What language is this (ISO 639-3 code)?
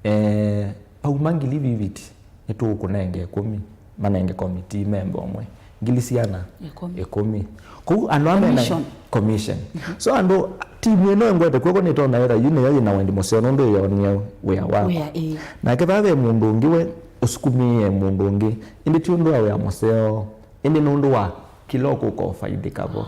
kam